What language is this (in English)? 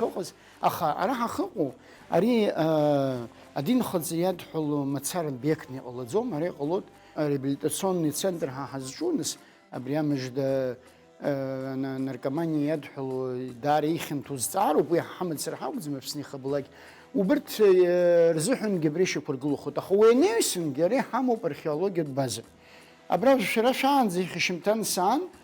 Abkhazian